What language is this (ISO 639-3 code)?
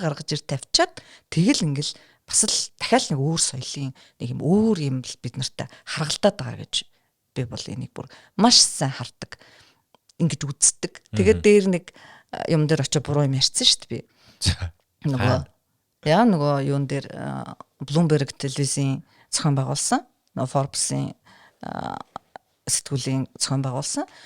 mon